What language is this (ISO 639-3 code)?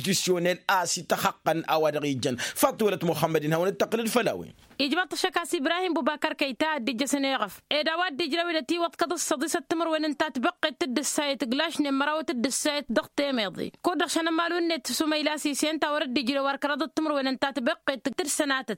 taq